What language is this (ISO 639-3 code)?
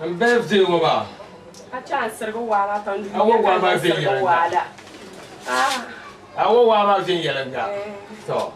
dag